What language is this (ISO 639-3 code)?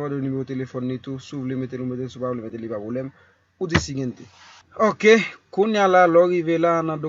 hat